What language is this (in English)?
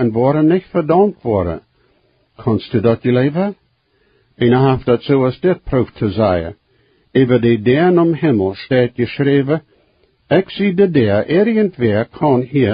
Plautdietsch